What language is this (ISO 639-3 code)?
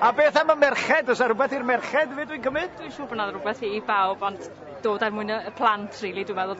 cym